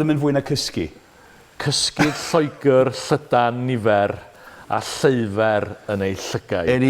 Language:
Welsh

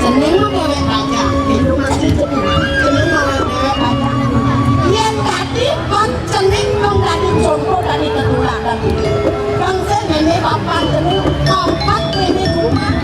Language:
Balinese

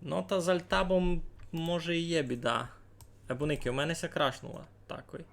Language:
Rusyn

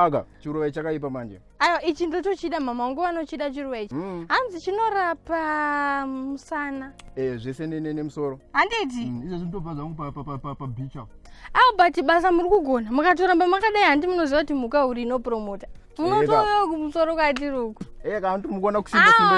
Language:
Shona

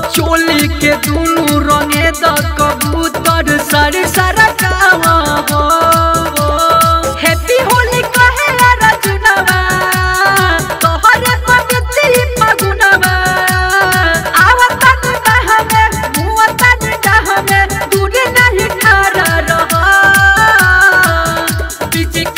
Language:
Bhojpuri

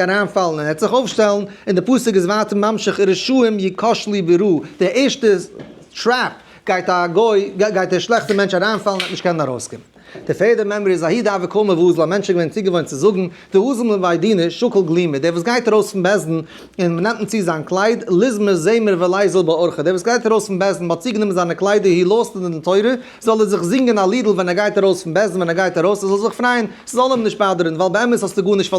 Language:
Yiddish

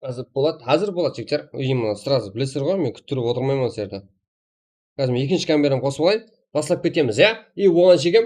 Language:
Kara-Kalpak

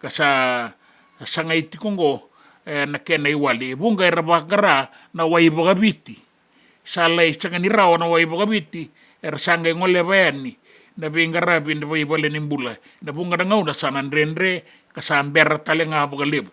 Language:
Fijian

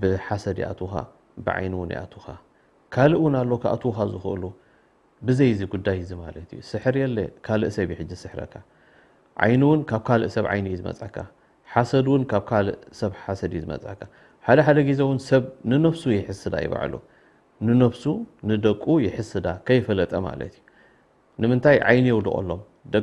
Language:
Tigrinya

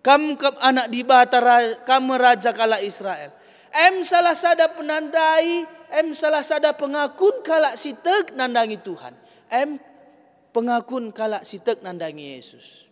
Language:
Batak Karo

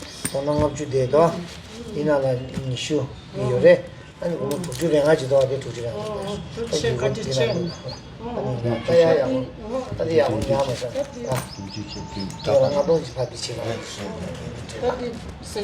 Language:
Tibetan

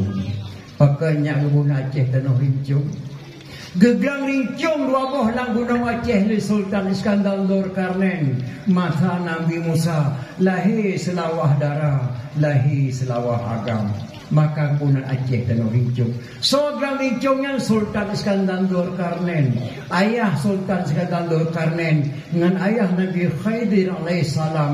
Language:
Achinese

